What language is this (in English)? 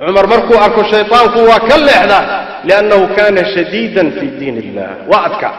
Somali